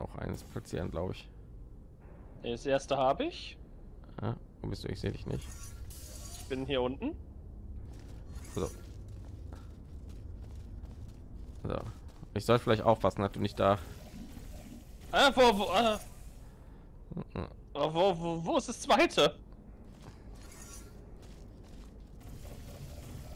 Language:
German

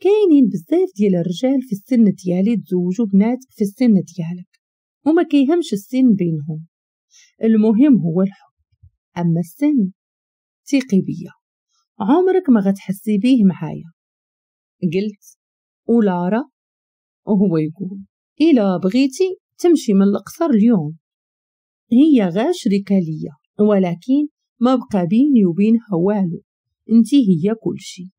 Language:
Moroccan Arabic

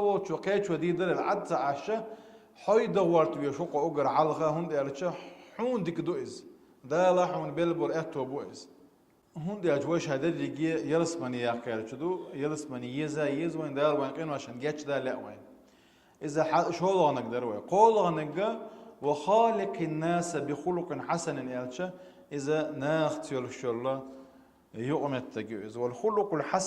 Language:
Chechen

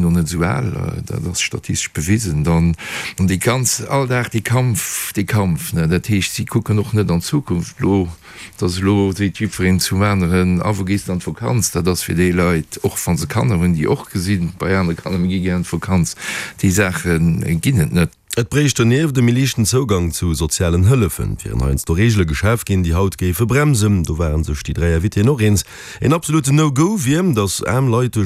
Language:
Luxembourgish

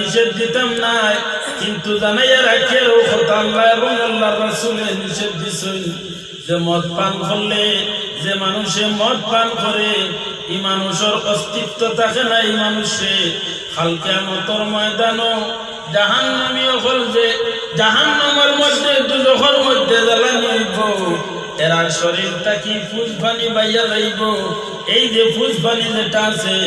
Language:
Sylheti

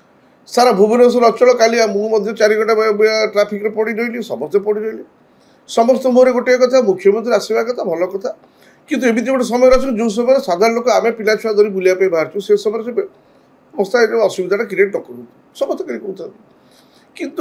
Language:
Odia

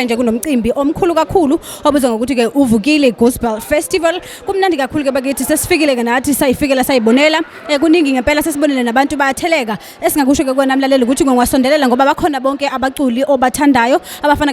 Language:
Zulu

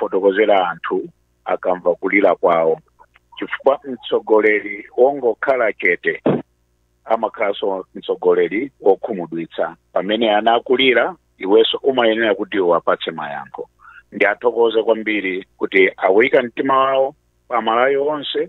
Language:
Nyanja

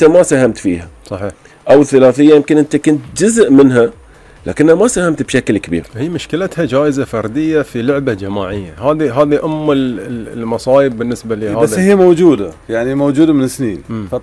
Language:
Gulf Arabic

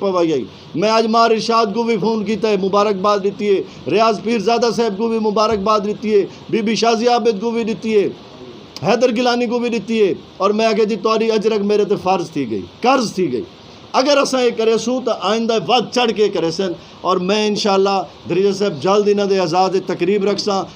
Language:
Saraiki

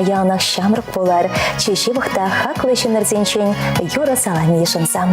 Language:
Chuvash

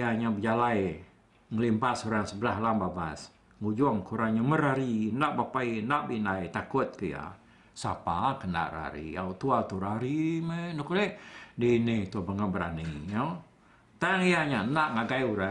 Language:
Iban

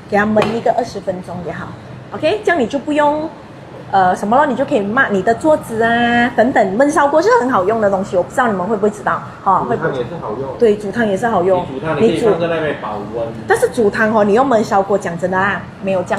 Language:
Chinese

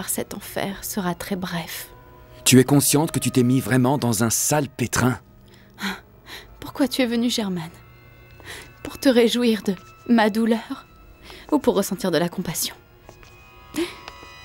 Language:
French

